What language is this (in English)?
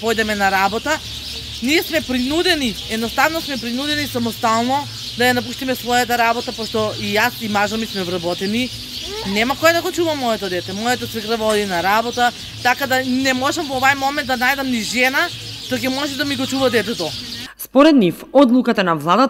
Macedonian